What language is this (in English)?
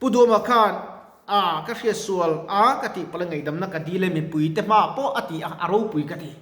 Mizo